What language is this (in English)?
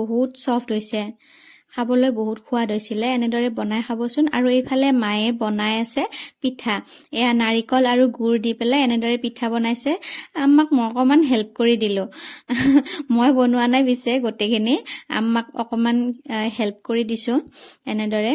Assamese